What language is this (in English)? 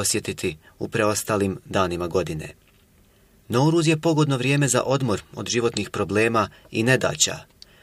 Bosnian